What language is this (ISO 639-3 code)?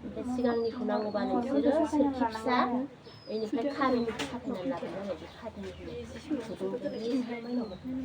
brx